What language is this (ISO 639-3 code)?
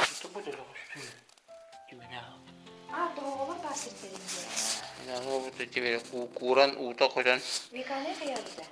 sah